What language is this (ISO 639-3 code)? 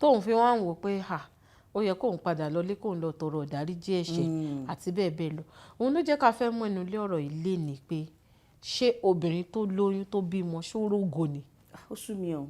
yor